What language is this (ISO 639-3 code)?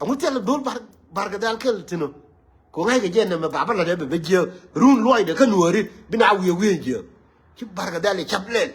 nus